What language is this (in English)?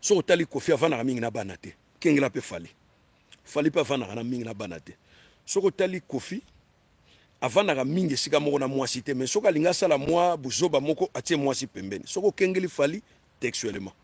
Lingala